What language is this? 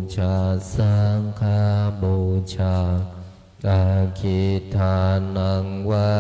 Pali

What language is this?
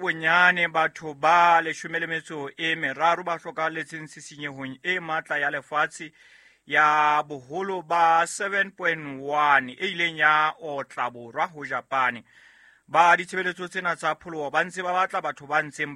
Southern Sotho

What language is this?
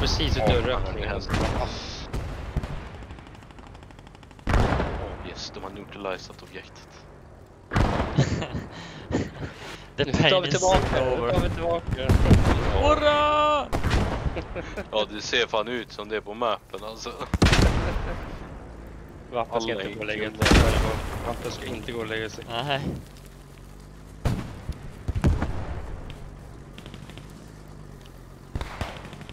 Swedish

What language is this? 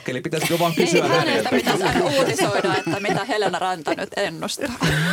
Finnish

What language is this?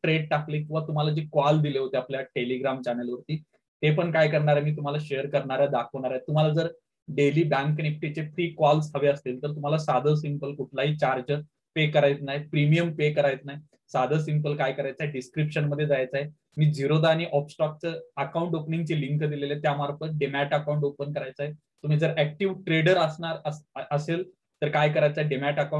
Marathi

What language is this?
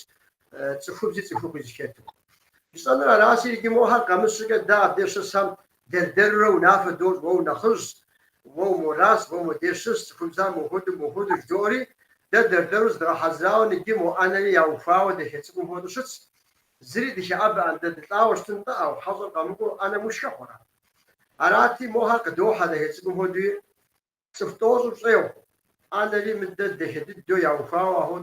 Kabardian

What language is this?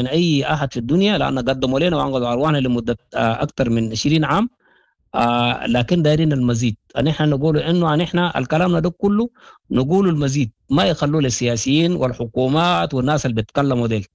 Sudanese Arabic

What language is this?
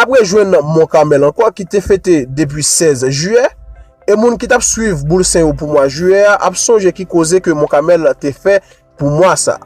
Haitian Creole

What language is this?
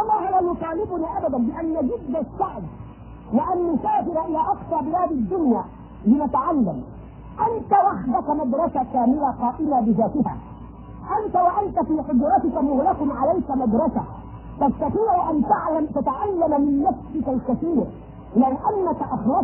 Arabic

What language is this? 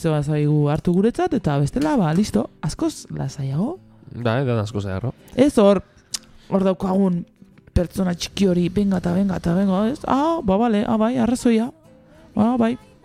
Basque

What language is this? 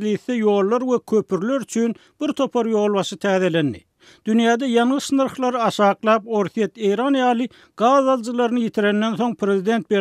Turkmen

